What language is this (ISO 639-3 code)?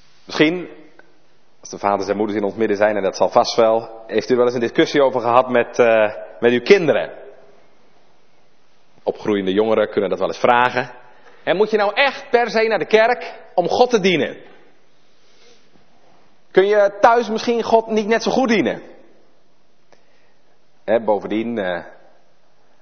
nld